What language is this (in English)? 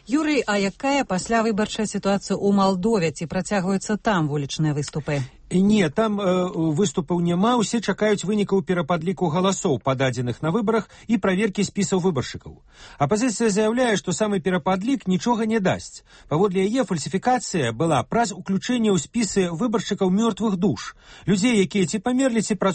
Belarusian